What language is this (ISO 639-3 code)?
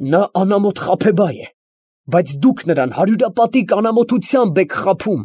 hye